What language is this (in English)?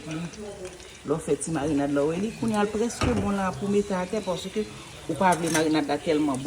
Haitian Creole